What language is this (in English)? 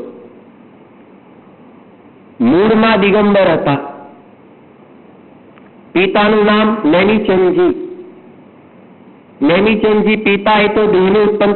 Gujarati